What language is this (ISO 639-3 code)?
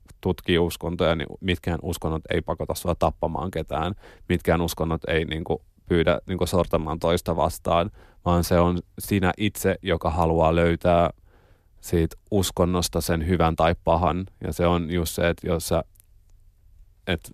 fin